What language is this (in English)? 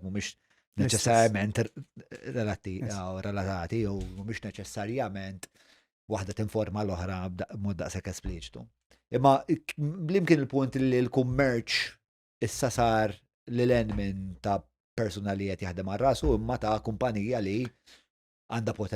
Maltese